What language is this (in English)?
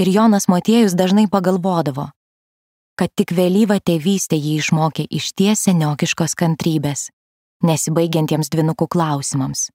Lithuanian